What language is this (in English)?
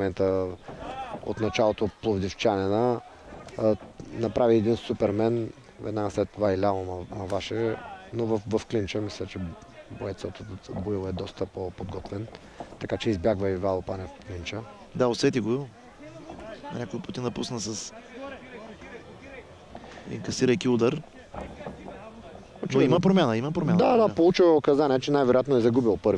Bulgarian